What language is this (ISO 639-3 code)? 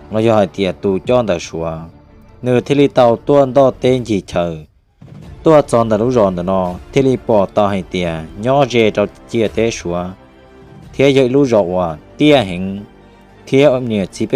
hmn